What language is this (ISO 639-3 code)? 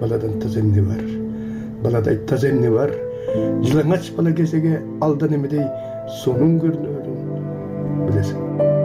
kir